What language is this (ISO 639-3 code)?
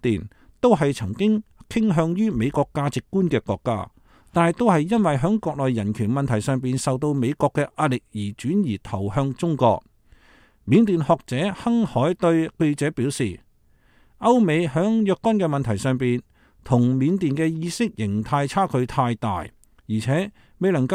yue